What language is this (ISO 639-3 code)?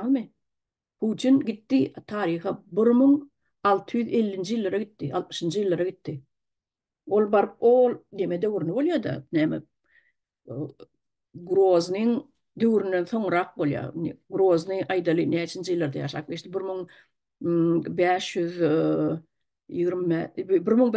tuk